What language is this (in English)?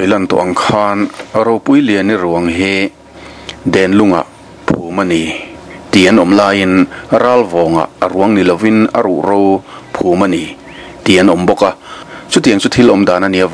Mizo